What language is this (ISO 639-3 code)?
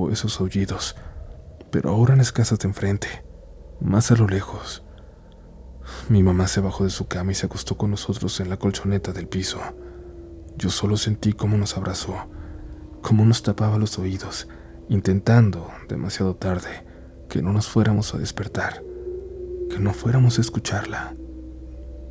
spa